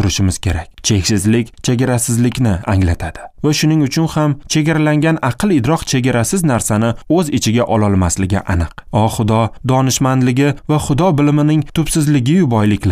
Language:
Uzbek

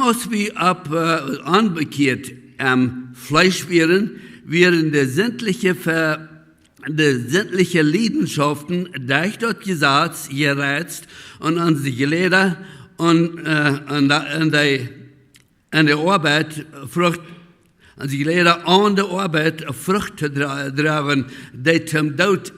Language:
Plautdietsch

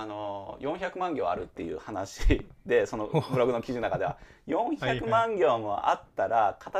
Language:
Japanese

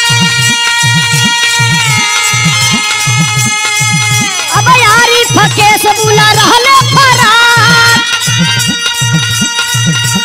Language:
Bhojpuri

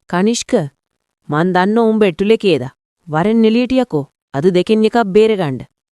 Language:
Sinhala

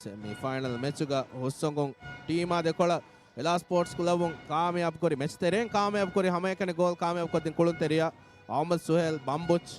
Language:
Divehi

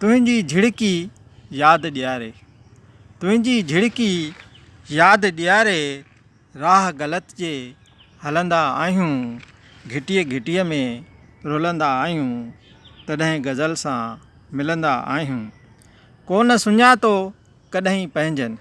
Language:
Sindhi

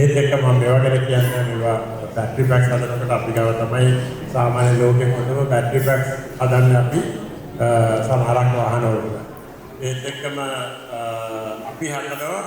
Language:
Sinhala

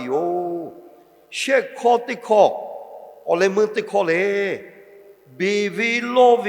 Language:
Lahu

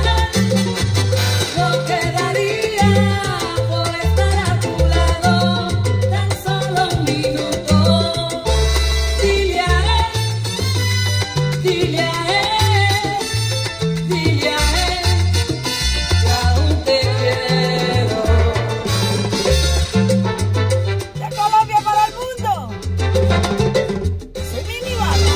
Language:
Spanish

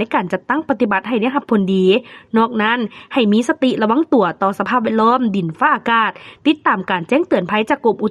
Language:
Lao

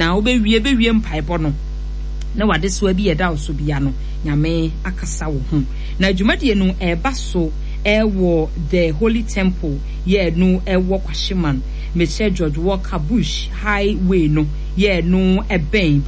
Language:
Akan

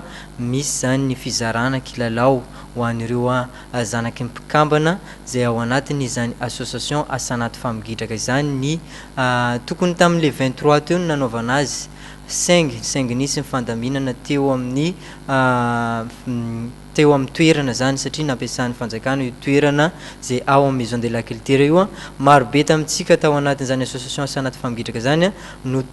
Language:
Malagasy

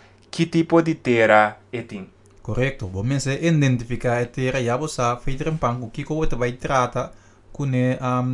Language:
Papiamento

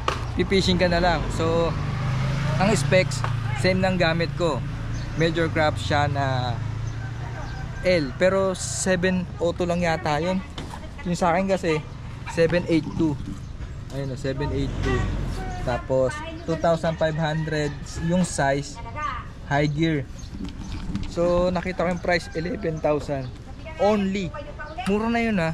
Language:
Filipino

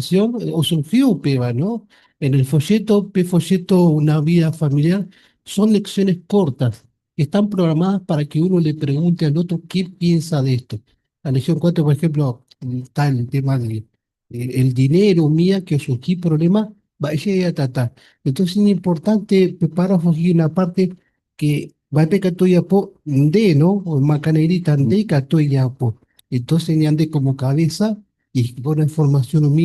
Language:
Guarani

